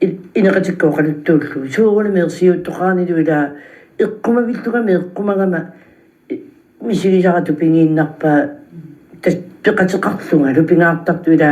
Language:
Kalaallisut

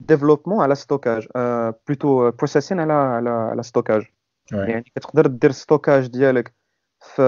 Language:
Moroccan Arabic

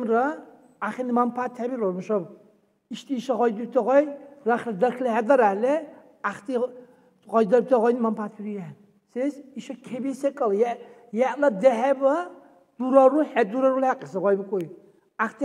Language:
Dargwa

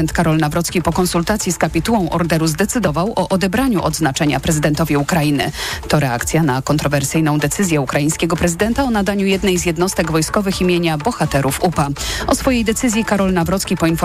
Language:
Polish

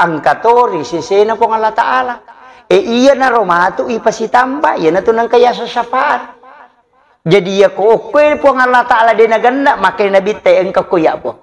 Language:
Buginese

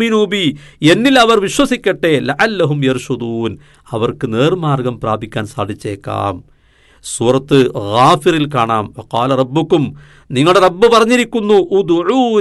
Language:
Malayalam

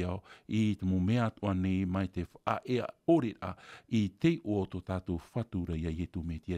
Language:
Tahitian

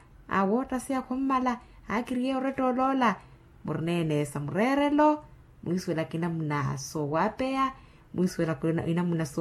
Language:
Makhuwa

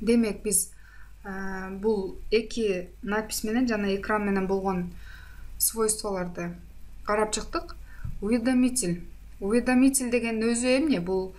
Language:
Kyrgyz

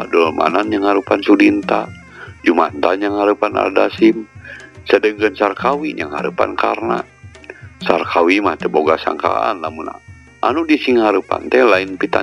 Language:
Sundanese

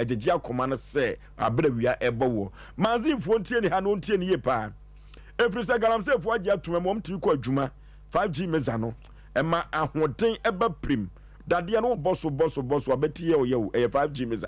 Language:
Akan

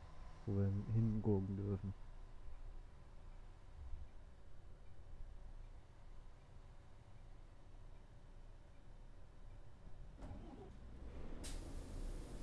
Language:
German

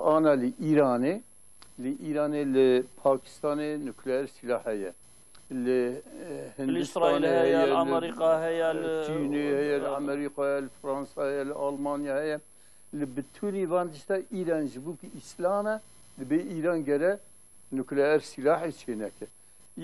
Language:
Kurdish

